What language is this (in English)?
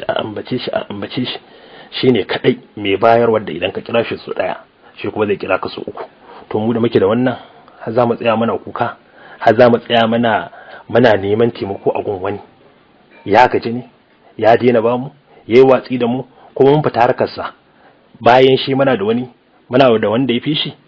Hausa